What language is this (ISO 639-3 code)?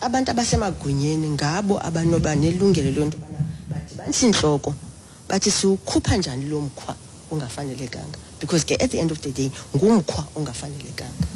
xho